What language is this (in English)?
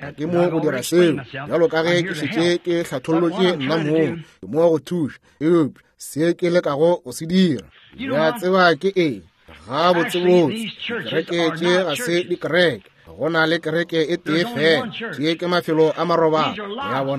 Northern Sotho